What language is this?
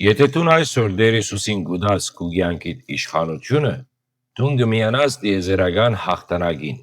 Western Armenian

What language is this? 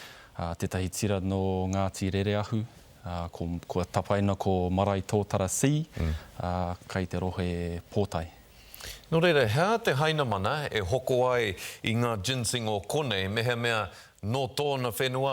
Māori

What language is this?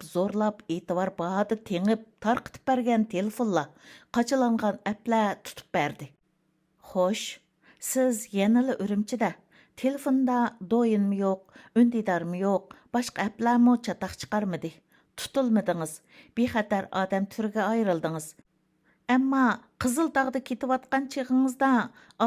Uyghur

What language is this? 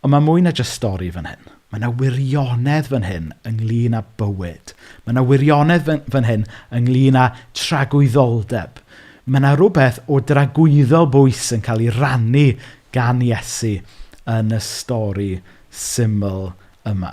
Welsh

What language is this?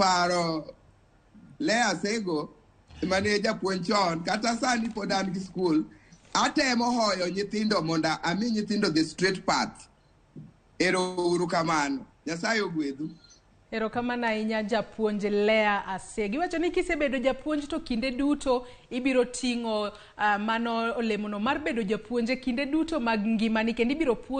Luo (Kenya and Tanzania)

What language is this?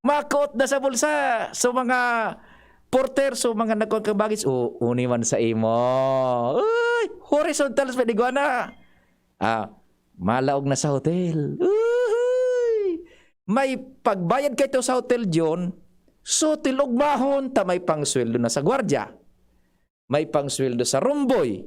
Bikol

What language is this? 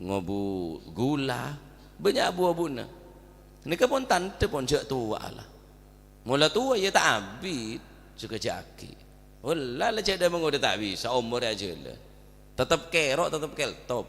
Madurese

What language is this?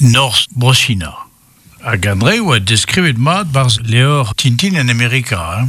Breton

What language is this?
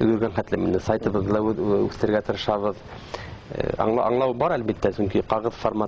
Bashkir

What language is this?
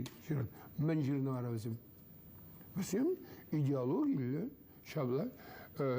Chuvash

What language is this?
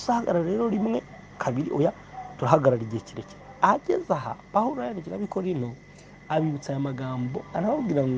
Kinyarwanda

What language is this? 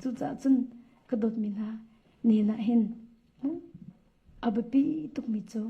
Hakha Chin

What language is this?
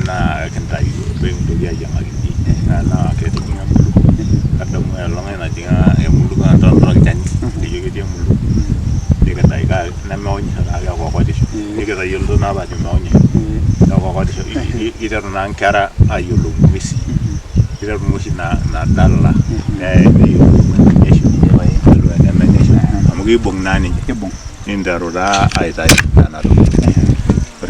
Masai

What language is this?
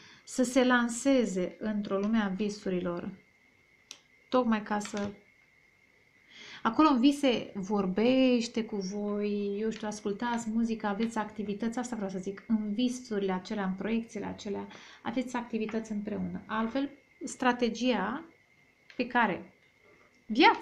Romanian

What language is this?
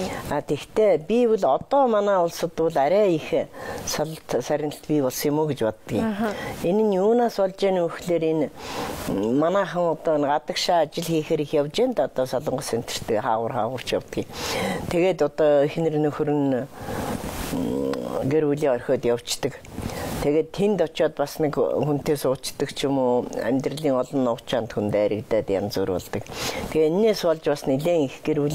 Mongolian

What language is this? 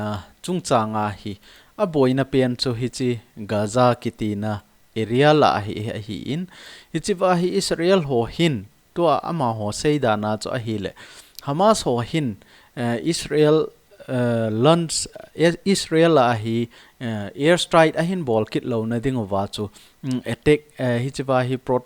Thado Chin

